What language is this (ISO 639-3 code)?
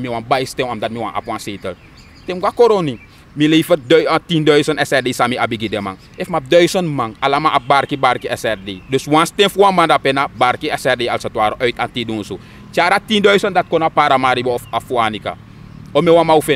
srn